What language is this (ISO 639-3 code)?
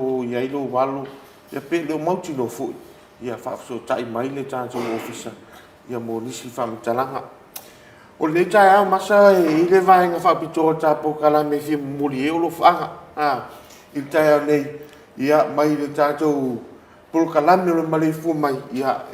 smo